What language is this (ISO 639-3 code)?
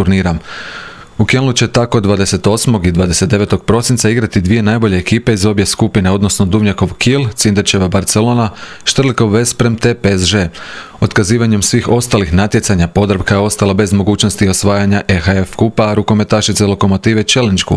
hrv